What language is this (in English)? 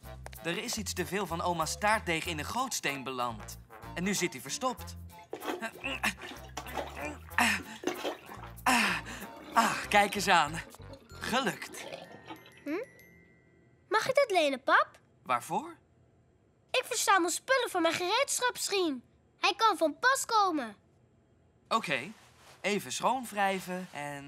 Dutch